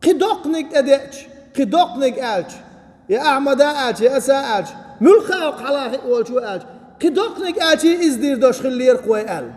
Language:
Chechen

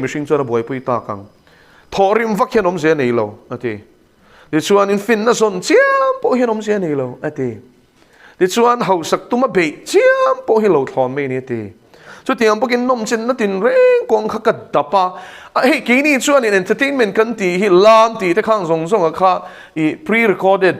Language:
Mizo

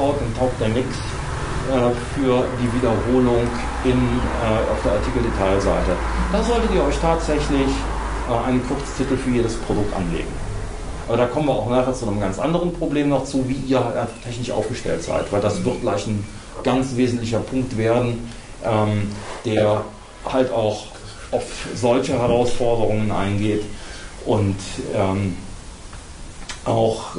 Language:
German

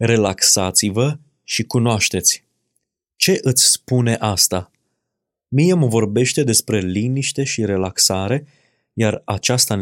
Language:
Romanian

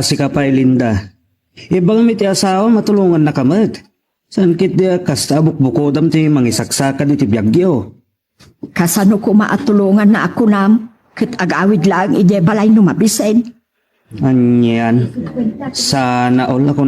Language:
Iloko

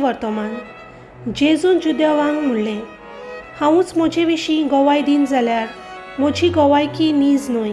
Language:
Konkani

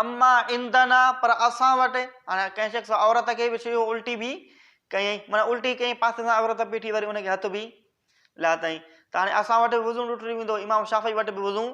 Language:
Sindhi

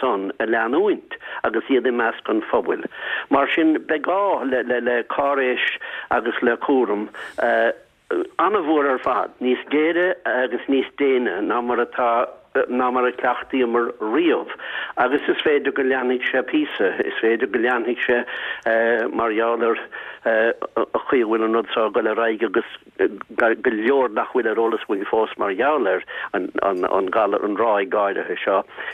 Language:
Irish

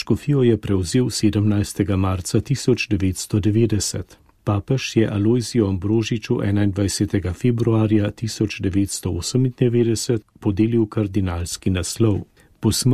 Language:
Slovenian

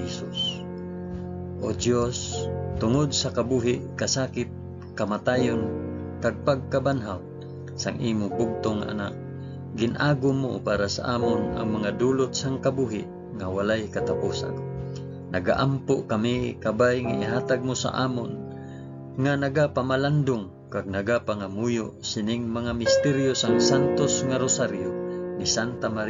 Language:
Hiligaynon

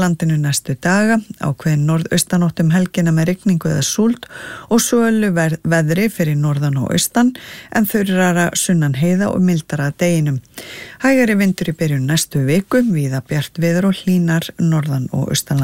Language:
Icelandic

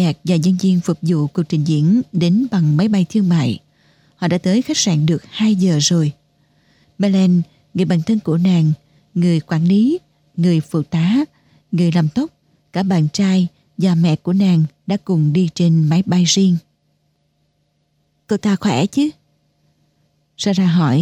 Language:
Vietnamese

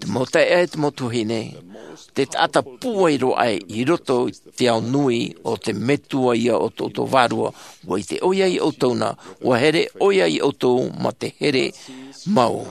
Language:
Tahitian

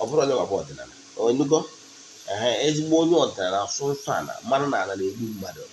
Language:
Igbo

